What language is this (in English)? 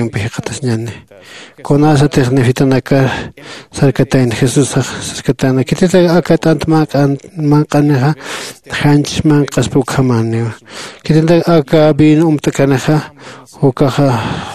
Aymara